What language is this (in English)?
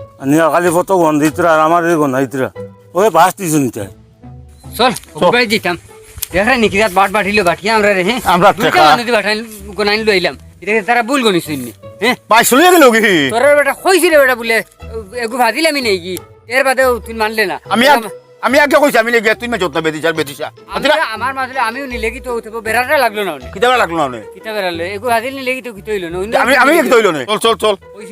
Sylheti